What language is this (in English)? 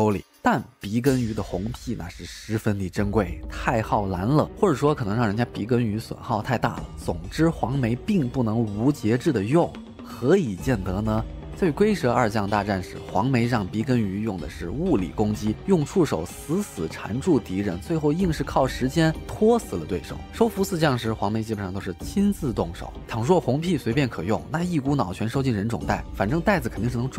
Chinese